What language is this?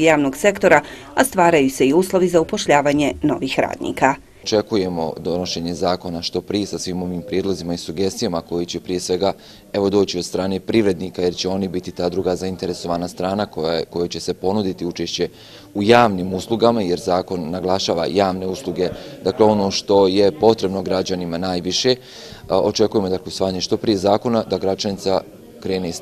Bosnian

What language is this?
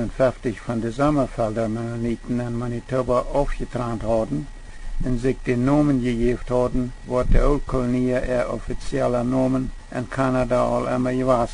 Plautdietsch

